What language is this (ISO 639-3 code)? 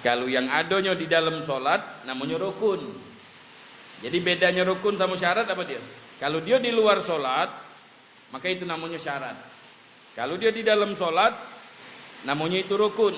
mui